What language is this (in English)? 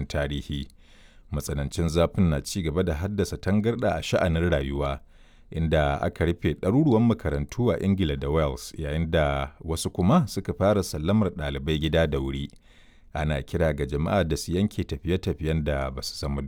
Hausa